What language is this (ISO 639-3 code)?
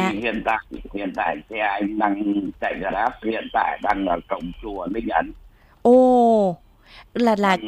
vie